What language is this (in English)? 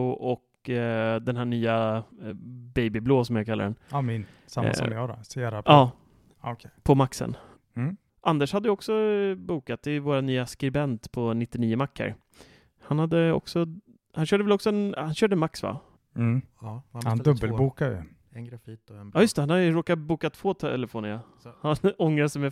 Swedish